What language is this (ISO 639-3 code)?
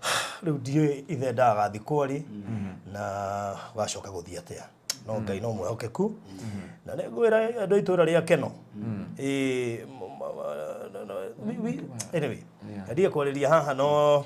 kik